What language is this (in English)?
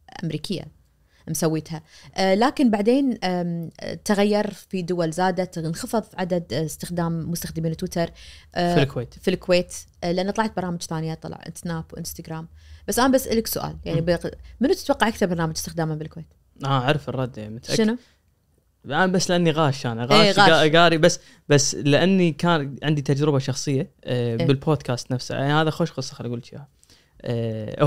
Najdi Arabic